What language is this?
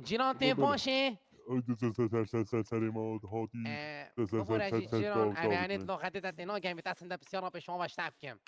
Kurdish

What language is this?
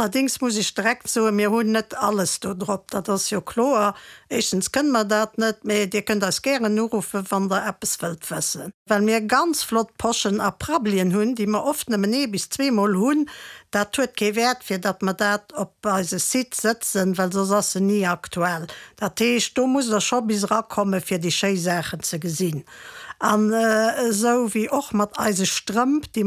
Luxembourgish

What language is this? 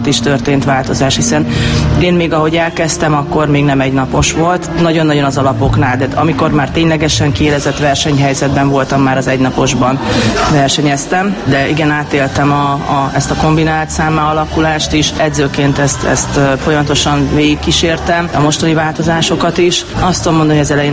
Hungarian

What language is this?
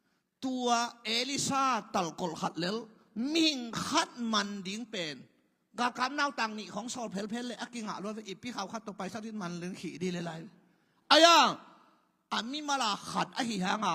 Tedim Chin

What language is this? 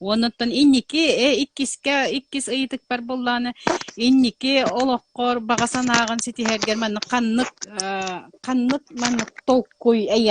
Yakut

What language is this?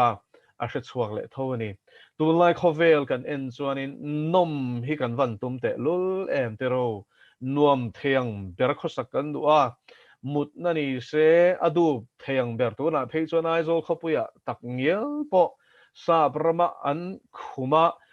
Mizo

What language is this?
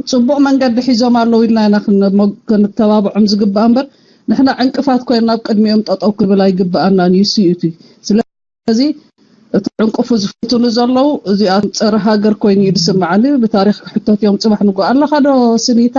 Tigrinya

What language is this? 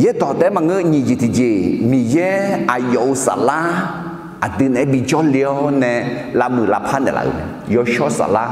Akha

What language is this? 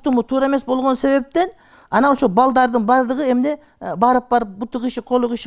Kyrgyz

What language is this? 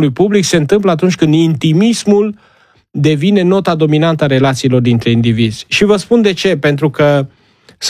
Romanian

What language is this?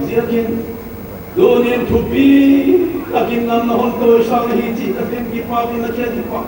Paite Chin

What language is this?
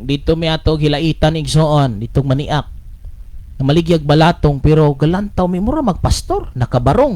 Cebuano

